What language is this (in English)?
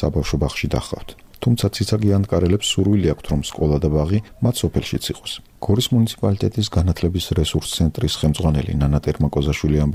Georgian